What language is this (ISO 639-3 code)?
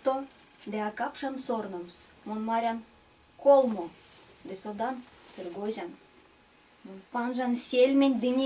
myv